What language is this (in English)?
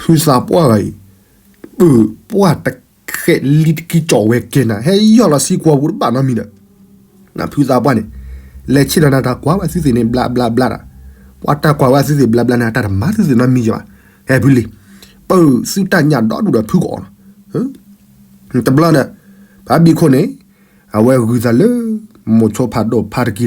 S'gaw Karen